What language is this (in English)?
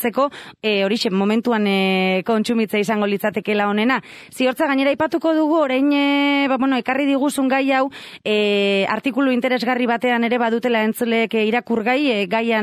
Basque